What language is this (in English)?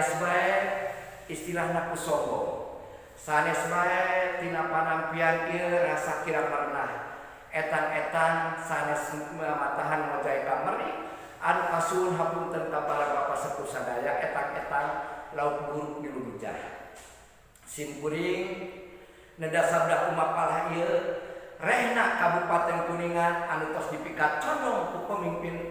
Sundanese